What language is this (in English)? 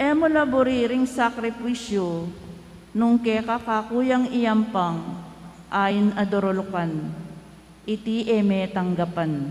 Pampanga